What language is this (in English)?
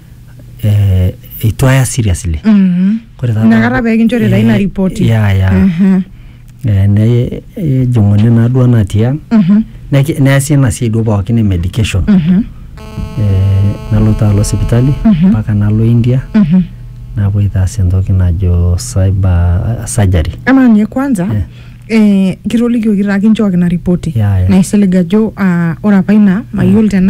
Masai